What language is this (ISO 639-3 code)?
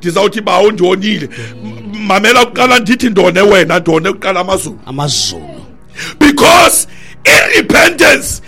xho